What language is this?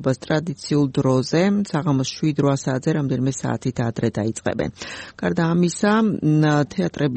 Georgian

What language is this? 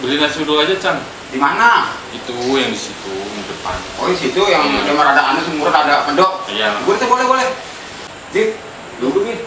Betawi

